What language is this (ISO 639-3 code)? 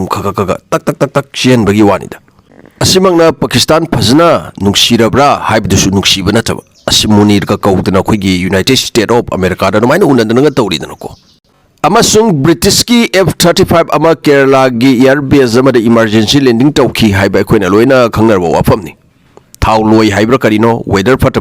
mni